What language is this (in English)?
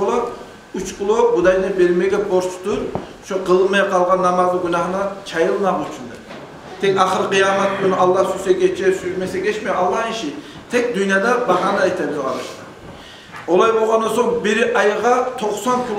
Kumyk